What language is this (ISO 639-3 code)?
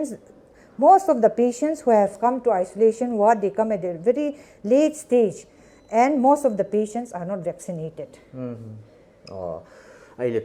pck